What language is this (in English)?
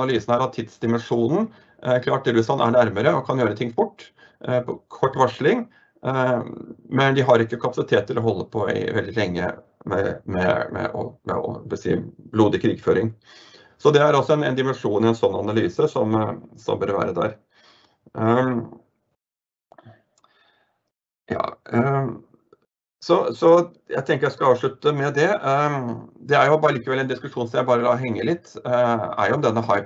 Norwegian